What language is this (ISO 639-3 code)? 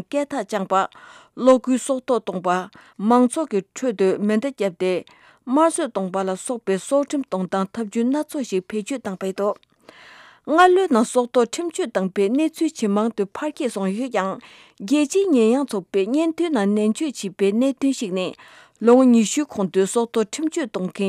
bod